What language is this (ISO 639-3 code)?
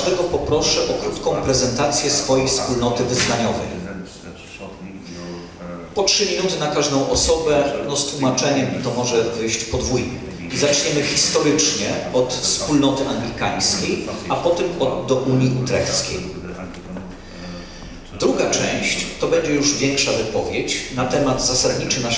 pol